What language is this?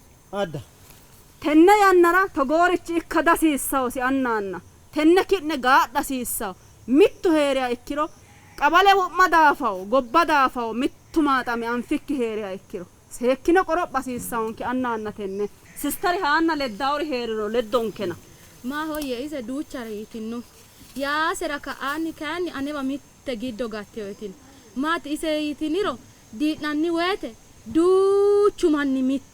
Sidamo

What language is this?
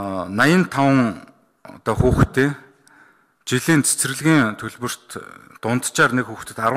Mongolian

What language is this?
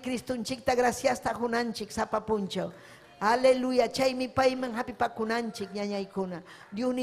Ayacucho Quechua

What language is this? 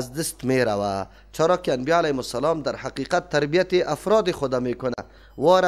Persian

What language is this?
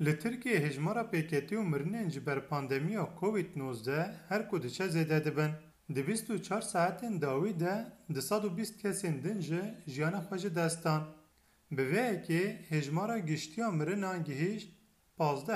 Kurdish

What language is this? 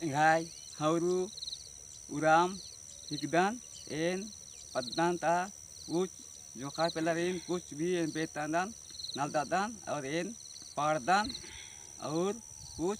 Kurukh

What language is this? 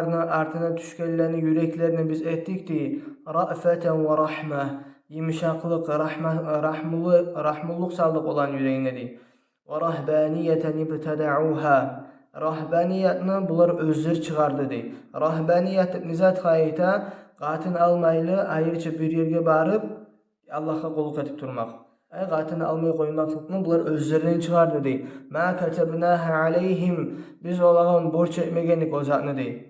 Kumyk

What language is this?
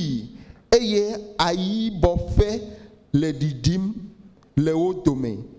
Ewe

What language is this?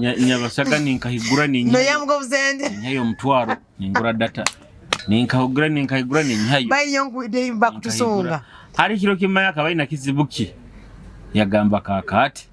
Nyoro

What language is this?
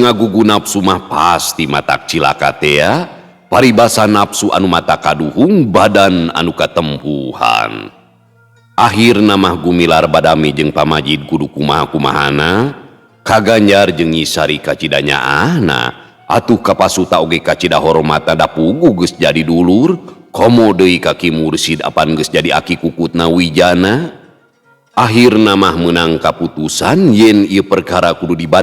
Sundanese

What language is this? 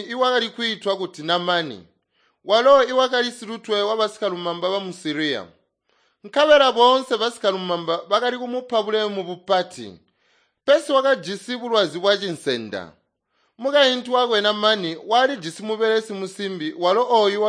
Tonga (Zambia)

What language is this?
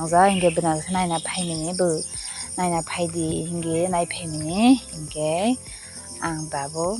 Kok Borok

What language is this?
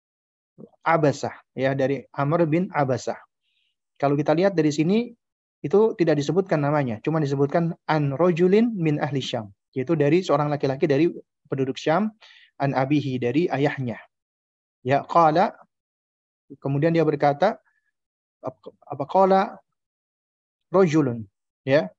Indonesian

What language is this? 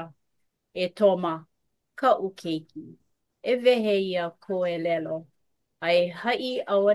Hawaiian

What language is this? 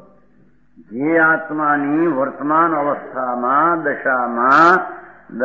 Gujarati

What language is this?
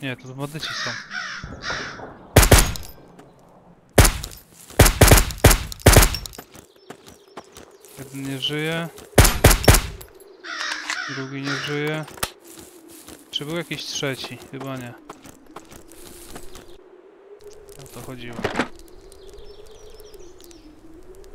Polish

